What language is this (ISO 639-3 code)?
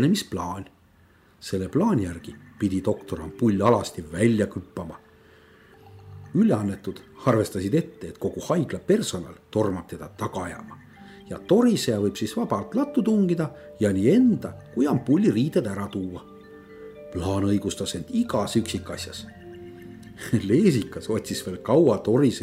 est